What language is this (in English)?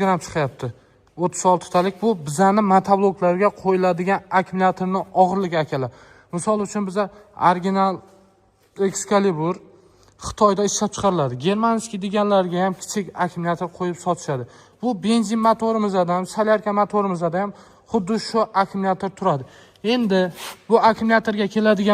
Uzbek